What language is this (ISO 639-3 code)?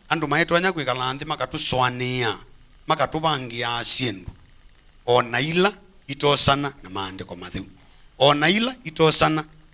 kam